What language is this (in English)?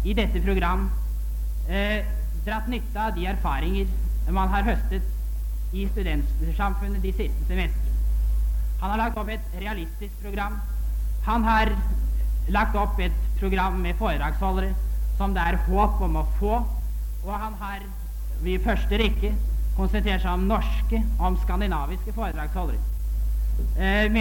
Norwegian